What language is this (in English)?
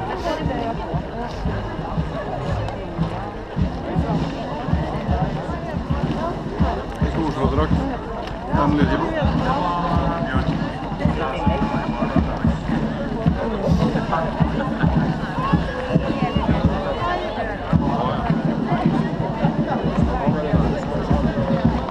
Norwegian